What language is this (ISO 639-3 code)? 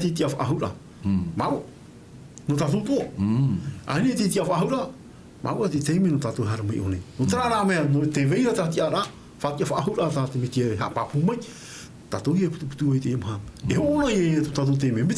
tah